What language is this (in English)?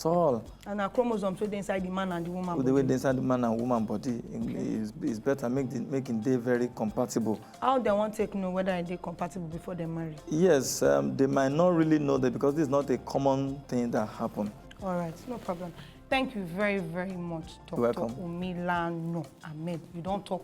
Nigerian Pidgin